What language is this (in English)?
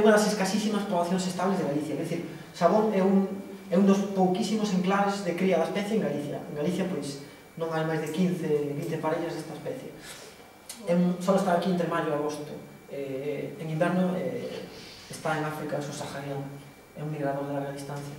Galician